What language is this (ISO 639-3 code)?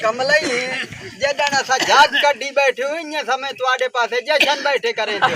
skr